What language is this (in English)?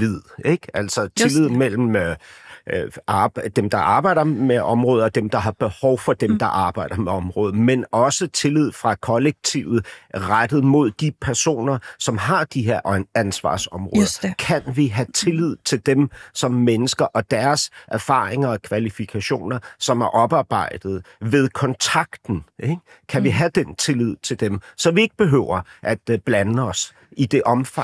Danish